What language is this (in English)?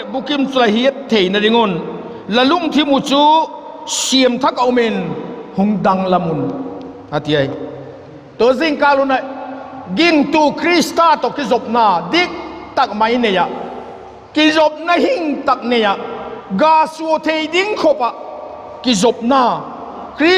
Vaiphei